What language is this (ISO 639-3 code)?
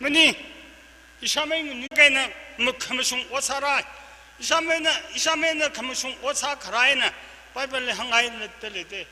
nmf